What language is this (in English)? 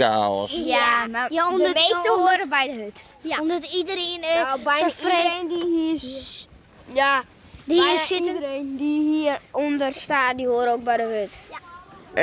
Western Frisian